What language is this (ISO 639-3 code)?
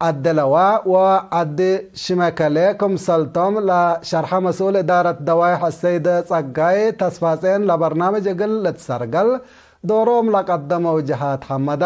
tig